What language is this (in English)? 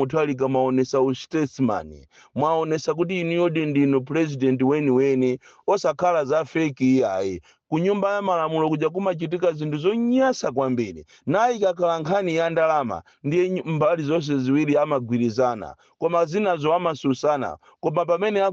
Nyanja